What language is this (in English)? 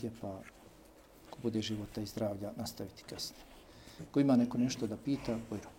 Bosnian